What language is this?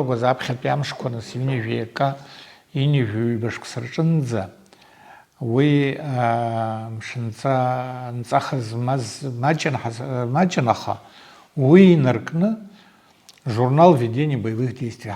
Abkhazian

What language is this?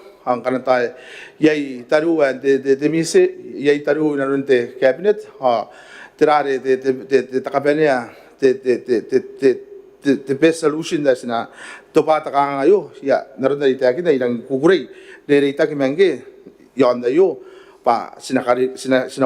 Gilbertese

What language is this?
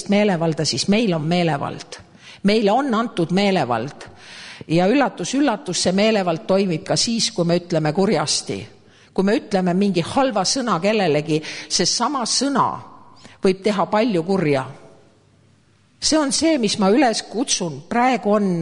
Estonian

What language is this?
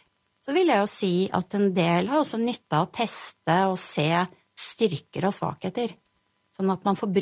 Norwegian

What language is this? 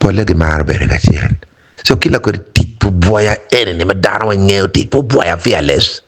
Acoli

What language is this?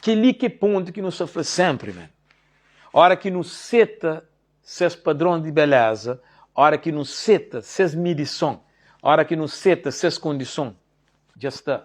Kabuverdianu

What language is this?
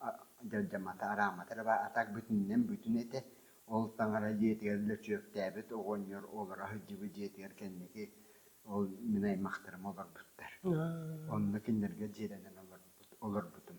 Yakut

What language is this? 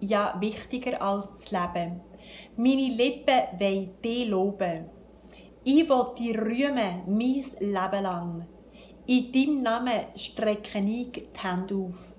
Swiss German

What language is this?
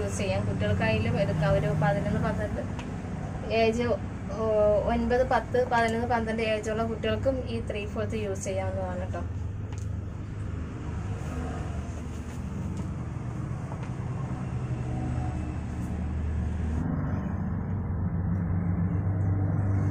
Malayalam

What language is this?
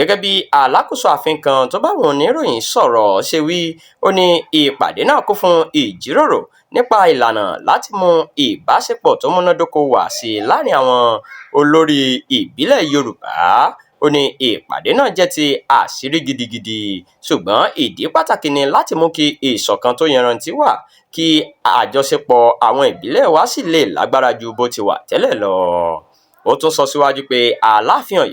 Yoruba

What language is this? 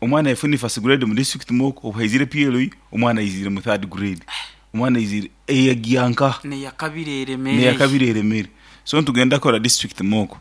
Nyoro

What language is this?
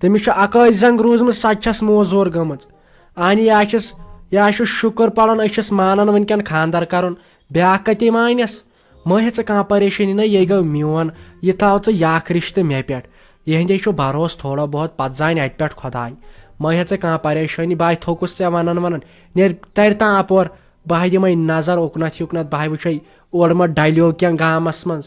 Kashmiri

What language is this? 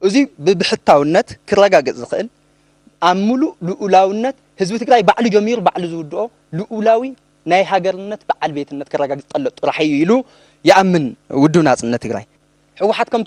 Tigrinya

